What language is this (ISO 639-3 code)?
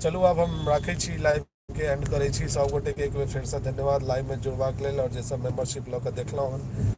mai